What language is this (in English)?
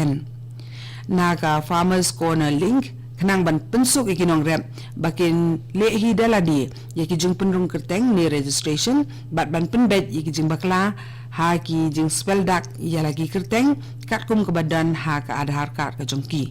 Khasi